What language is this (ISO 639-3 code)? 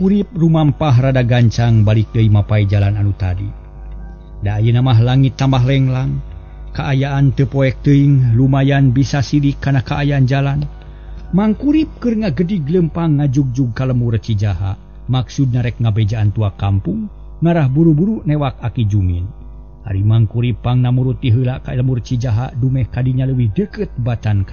sun